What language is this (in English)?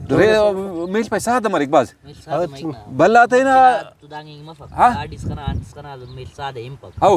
Brahui